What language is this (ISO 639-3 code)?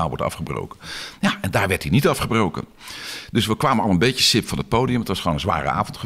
nld